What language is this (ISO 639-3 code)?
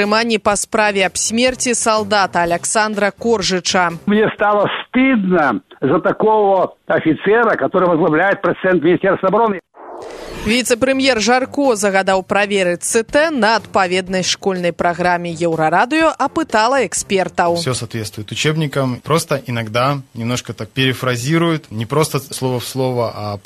bel